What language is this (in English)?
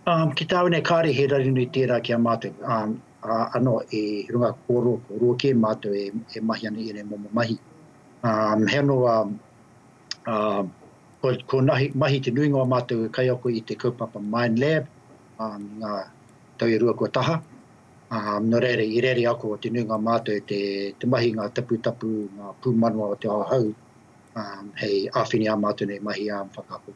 Māori